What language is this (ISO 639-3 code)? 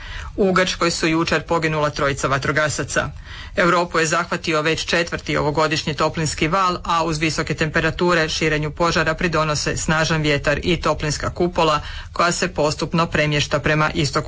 hrv